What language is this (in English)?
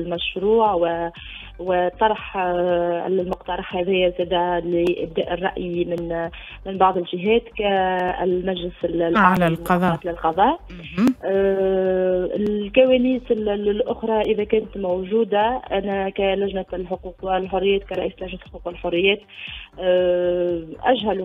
Tunisian Arabic